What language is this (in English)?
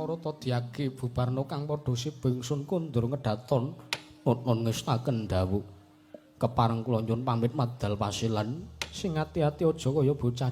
Javanese